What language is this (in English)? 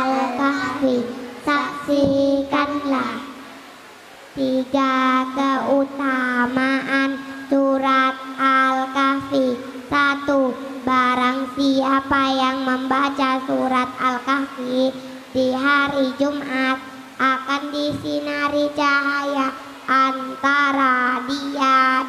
Indonesian